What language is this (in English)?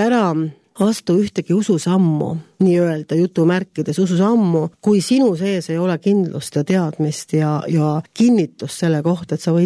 Estonian